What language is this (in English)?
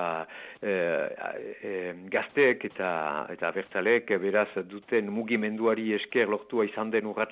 Basque